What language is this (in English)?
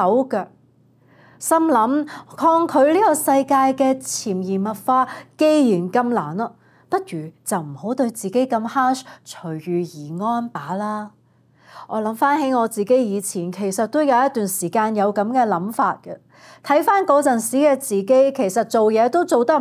Cantonese